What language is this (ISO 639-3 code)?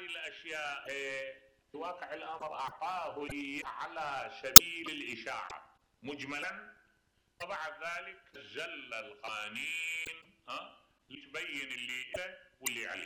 acm